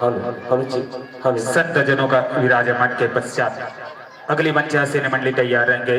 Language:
Chhattisgarhi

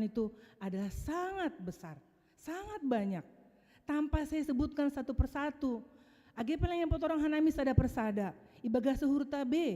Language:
Batak Simalungun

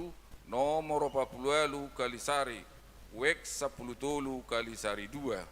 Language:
Batak Toba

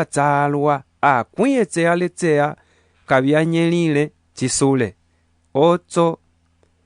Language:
Umbundu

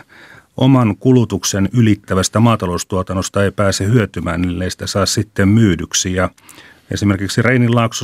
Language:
Finnish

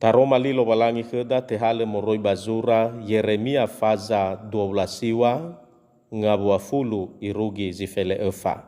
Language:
Nias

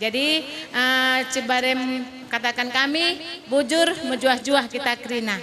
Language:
Batak Karo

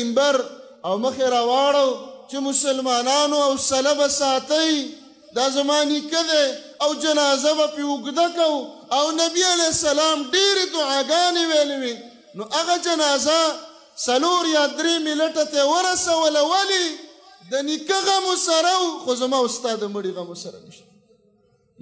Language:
Pashto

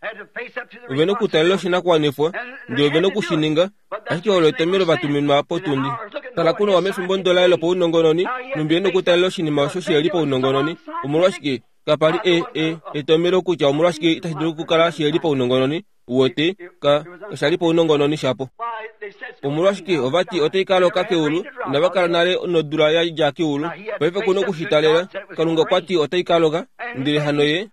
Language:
Kuanyama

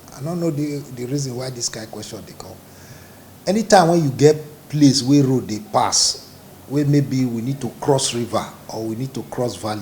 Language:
Nigerian Pidgin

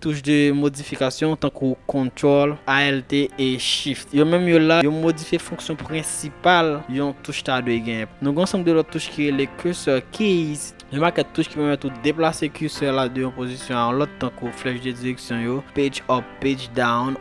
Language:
Haitian Creole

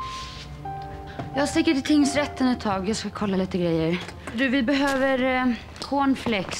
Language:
Swedish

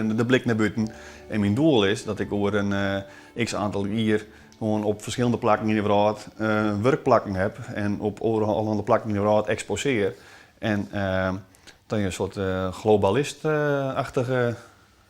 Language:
Western Frisian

